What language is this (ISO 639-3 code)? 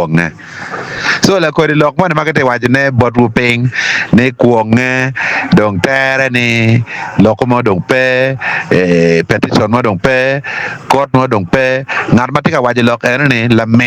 ach